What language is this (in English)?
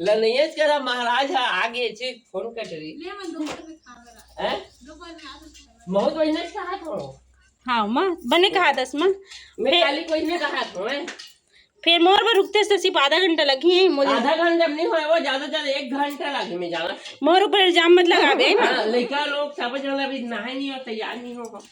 Chhattisgarhi